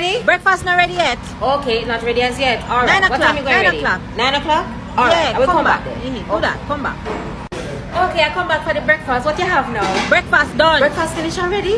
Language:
Jamaican Creole English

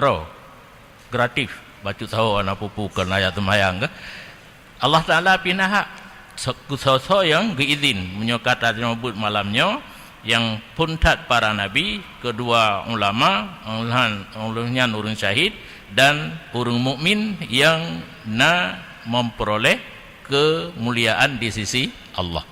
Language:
Achinese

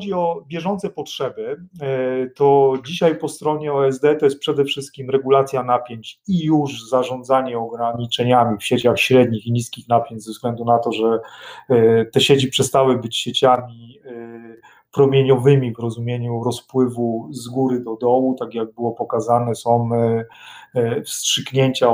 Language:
Polish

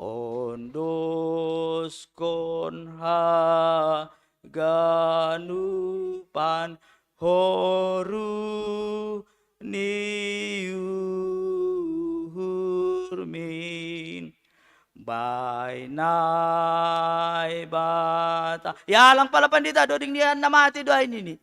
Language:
Batak Simalungun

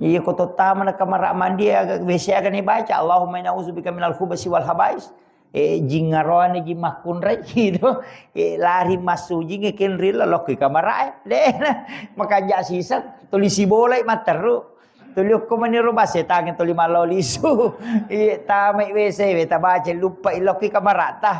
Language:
Buginese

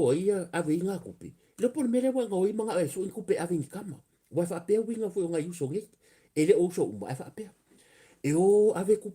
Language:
Samoan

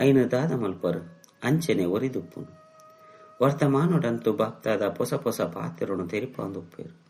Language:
Tulu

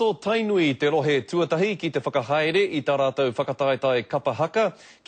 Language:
Māori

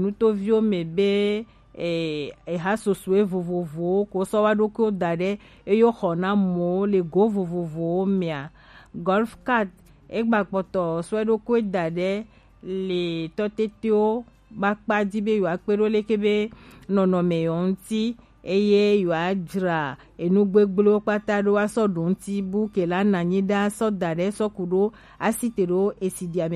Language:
Gen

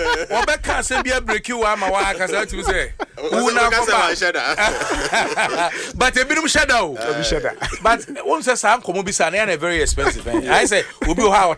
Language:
Akan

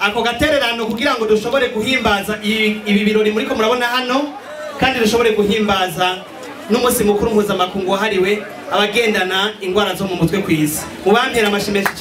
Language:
Rundi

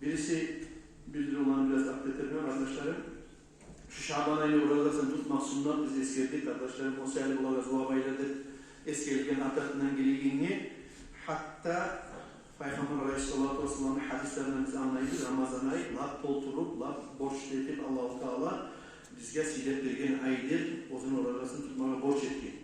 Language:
Kumyk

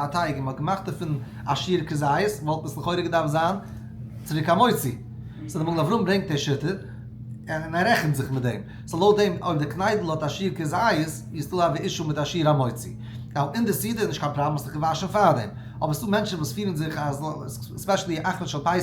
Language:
Yiddish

